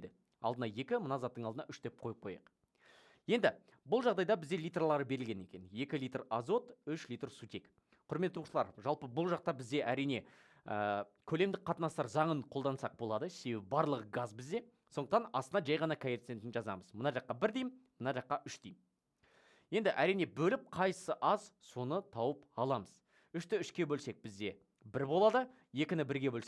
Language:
Kazakh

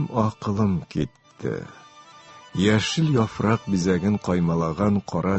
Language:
Tatar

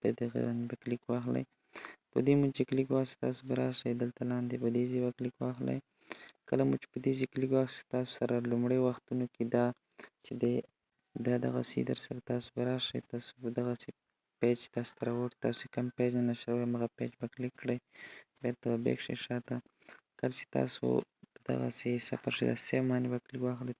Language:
Pashto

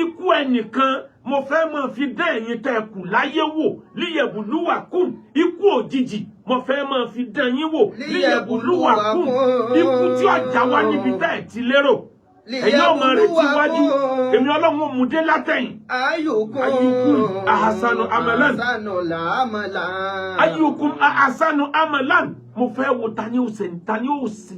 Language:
Yoruba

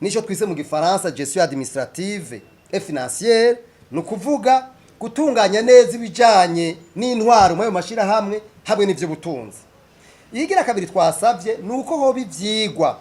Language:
Rundi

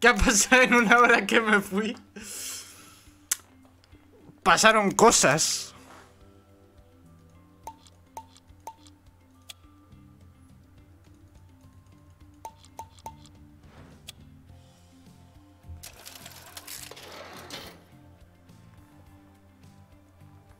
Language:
Spanish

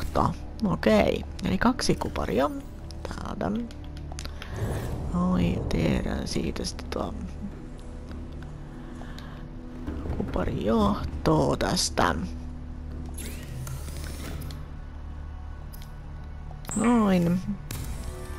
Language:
Finnish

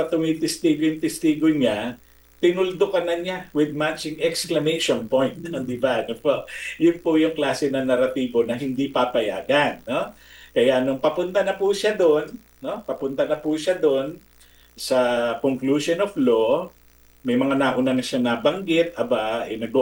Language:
Filipino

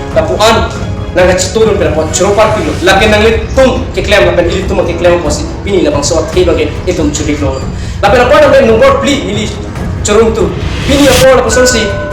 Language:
Karbi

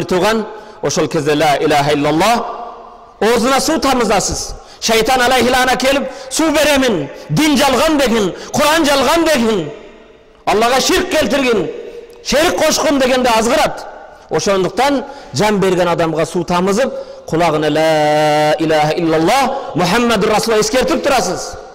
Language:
Kyrgyz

